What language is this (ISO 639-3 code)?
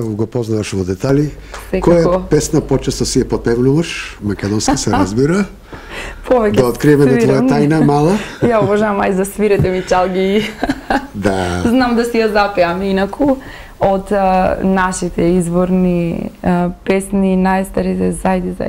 mkd